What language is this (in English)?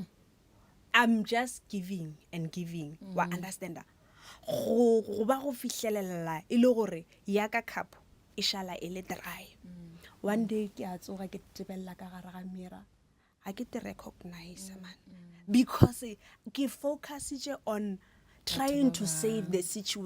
Northern Sotho